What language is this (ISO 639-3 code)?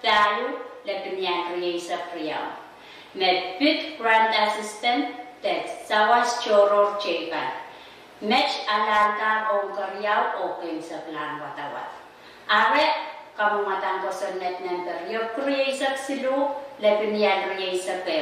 pon